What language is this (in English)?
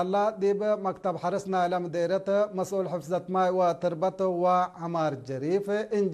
Tigre